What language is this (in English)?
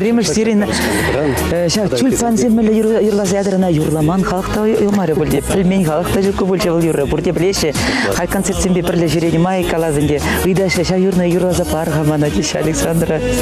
Chuvash